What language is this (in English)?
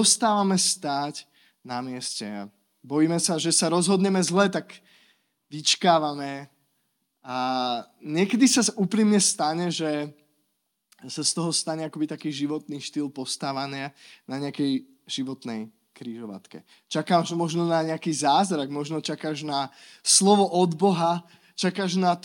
Slovak